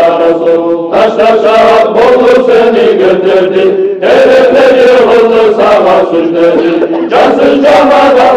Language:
Kumyk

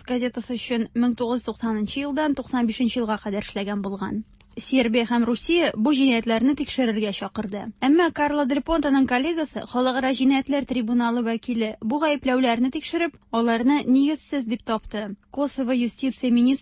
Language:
Tatar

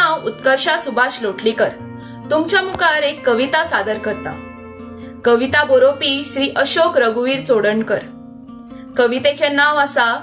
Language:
Konkani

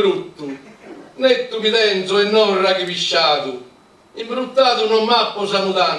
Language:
Sardinian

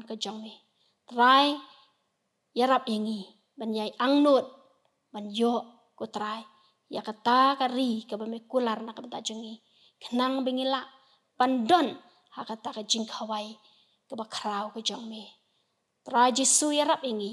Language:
Khasi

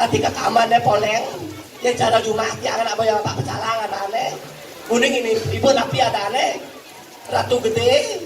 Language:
Balinese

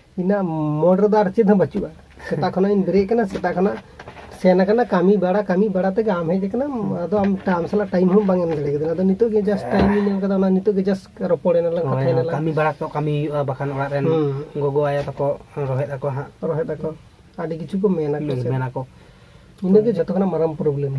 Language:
Santali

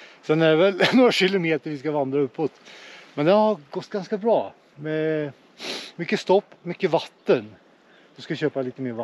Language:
Swedish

